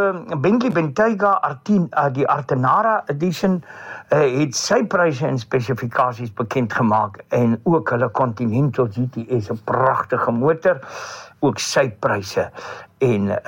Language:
Afrikaans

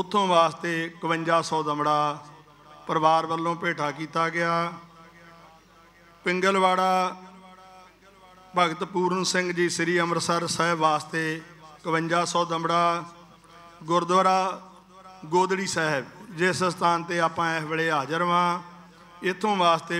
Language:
Punjabi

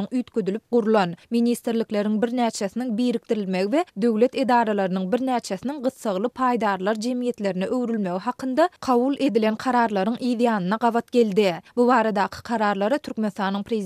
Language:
Turkmen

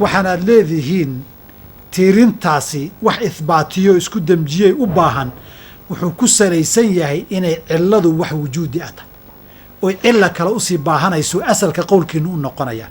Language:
Somali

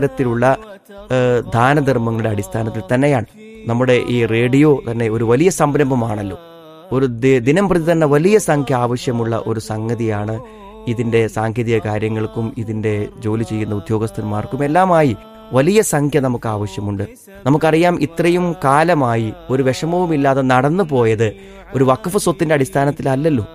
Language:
Malayalam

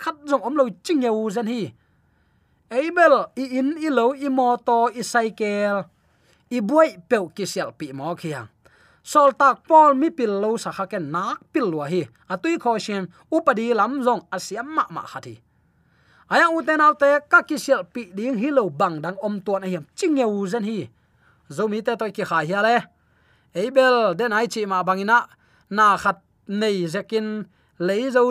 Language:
Tedim Chin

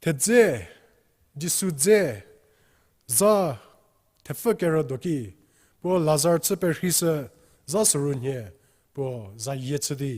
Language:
Angami Naga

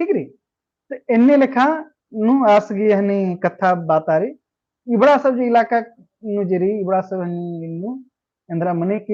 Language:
Kurukh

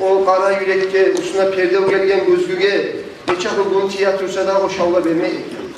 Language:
Kumyk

